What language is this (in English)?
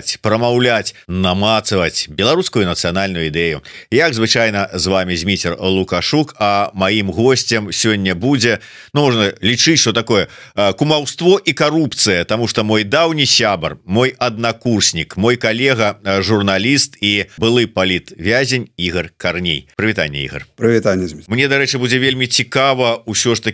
Belarusian